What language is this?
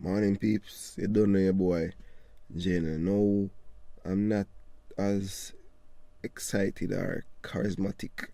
Jamaican Creole English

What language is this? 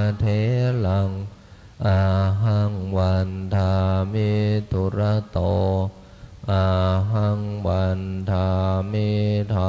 Pali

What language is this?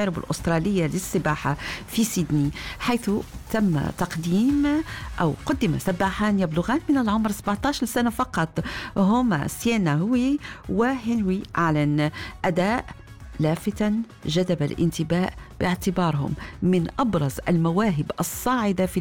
Arabic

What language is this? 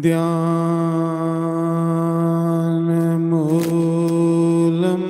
Dogri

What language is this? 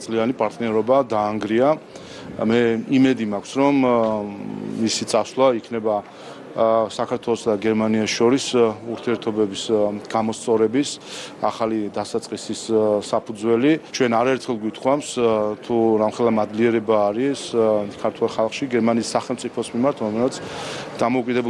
Georgian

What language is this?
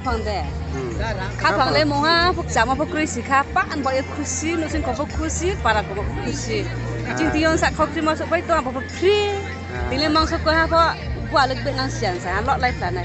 Riang (India)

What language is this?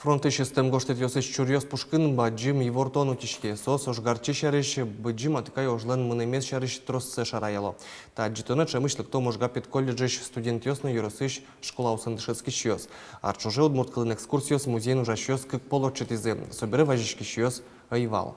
Udmurt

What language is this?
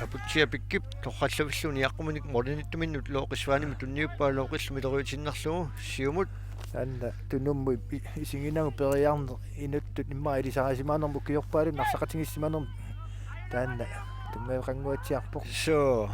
Kalaallisut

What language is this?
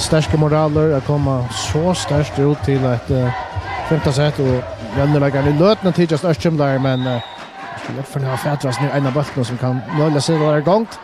Faroese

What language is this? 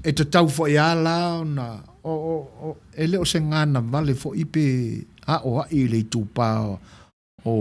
Samoan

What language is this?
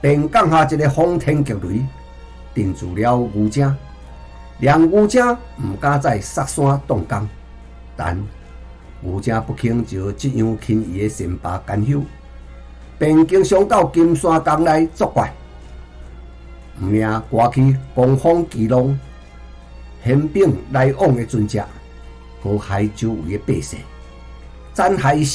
Chinese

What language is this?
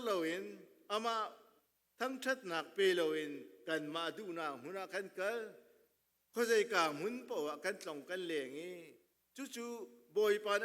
Hakha Chin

